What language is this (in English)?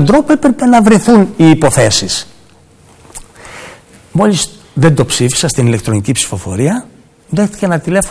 Greek